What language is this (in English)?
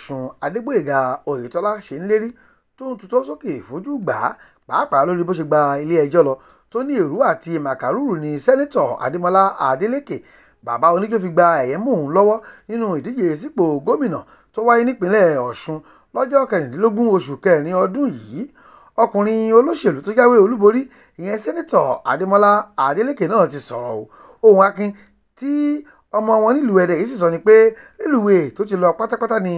Yoruba